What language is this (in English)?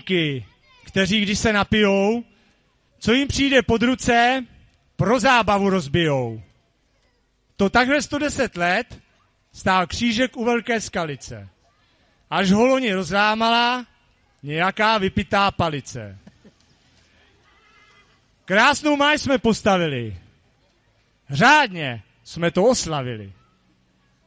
Czech